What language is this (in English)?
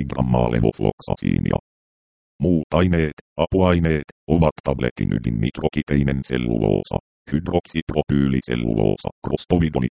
Finnish